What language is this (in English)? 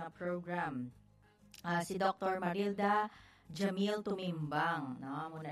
Hiligaynon